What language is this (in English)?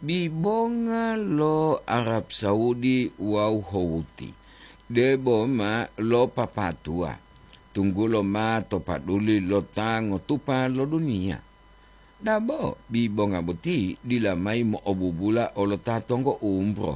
Gorontalo